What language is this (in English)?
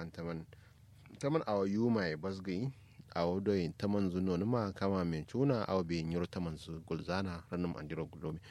Kanuri